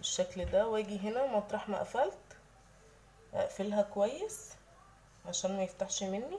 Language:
Egyptian Arabic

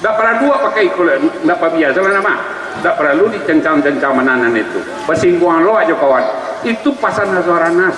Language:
Minangkabau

